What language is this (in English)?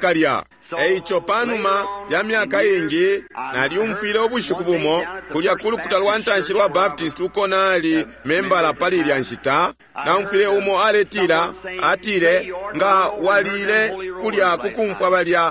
Bemba